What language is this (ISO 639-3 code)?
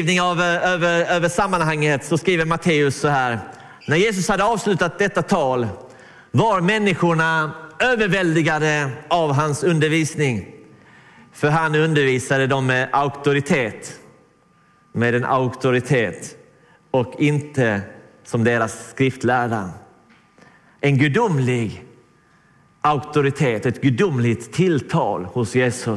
swe